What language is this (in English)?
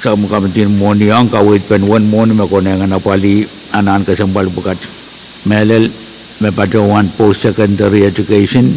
Pohnpeian